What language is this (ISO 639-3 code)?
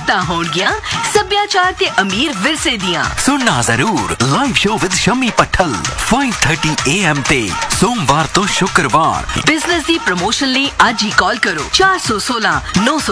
pan